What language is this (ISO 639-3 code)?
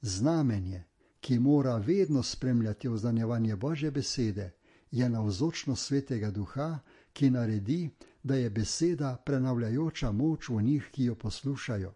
slv